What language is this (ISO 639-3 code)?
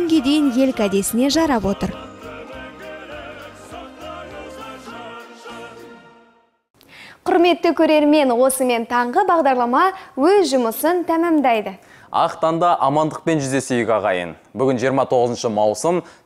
kaz